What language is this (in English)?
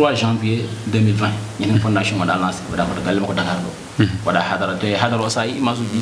Fula